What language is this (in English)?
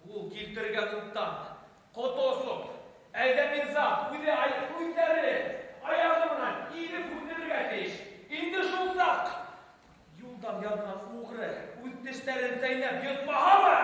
Bashkir